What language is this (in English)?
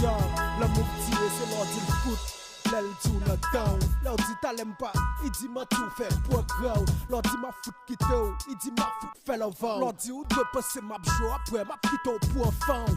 Haitian Creole